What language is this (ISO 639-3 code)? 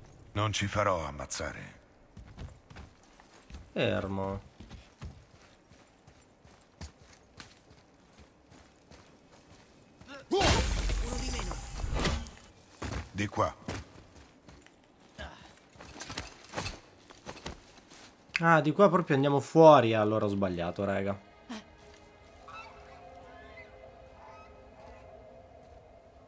ita